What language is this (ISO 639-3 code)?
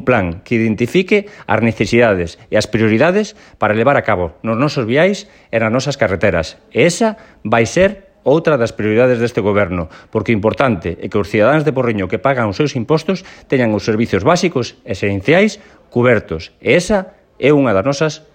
glg